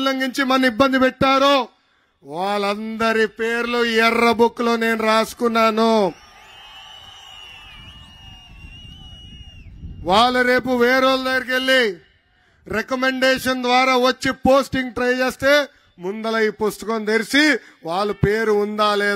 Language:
Telugu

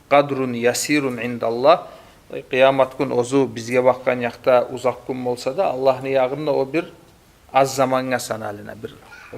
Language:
Kumyk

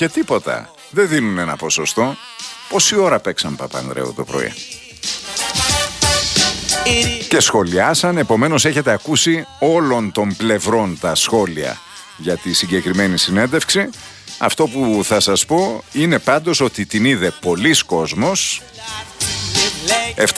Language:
Greek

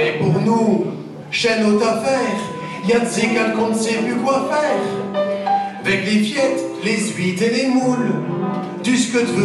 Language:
Picard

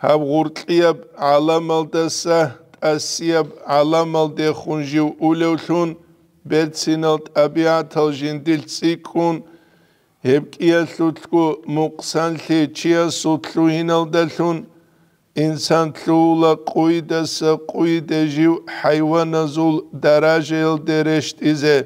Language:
Avaric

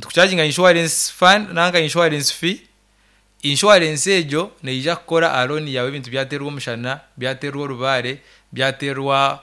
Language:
Nyankole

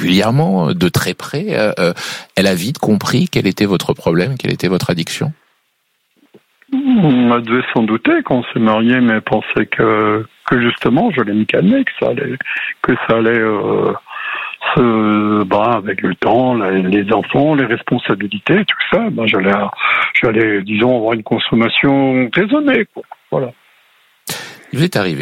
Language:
French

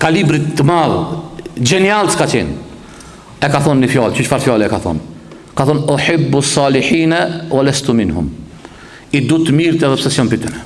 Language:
Albanian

